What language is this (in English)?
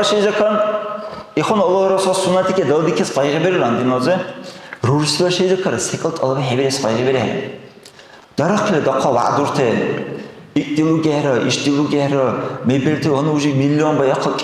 Dargwa